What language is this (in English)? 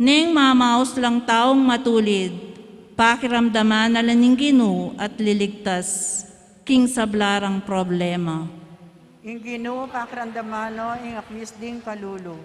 Pampanga